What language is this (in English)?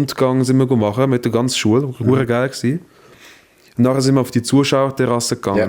Swiss German